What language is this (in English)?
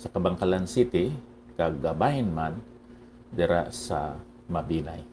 Hiligaynon